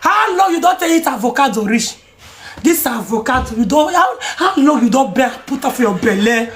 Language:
Nigerian Pidgin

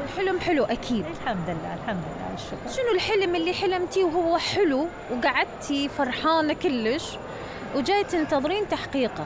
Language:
Mesopotamian Arabic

